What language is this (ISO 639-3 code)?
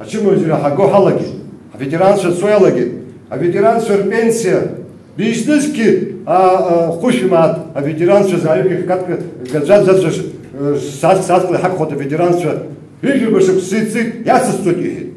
abk